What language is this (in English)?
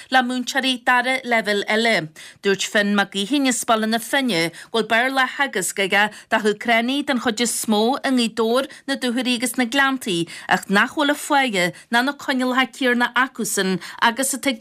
Irish